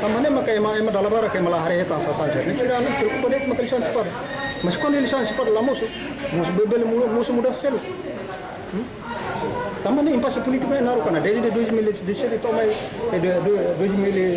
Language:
Tetum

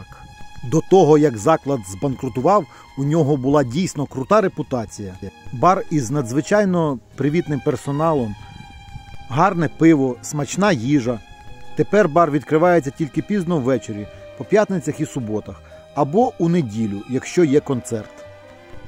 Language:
Ukrainian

